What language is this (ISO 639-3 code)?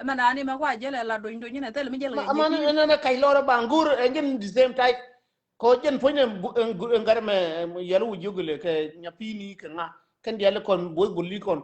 nus